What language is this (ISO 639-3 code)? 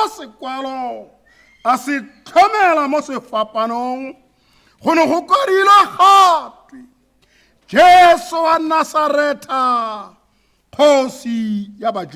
tsn